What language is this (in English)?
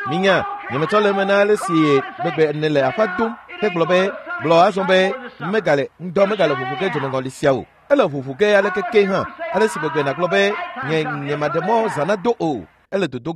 Ewe